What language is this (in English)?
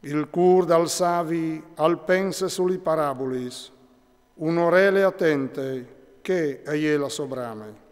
Friulian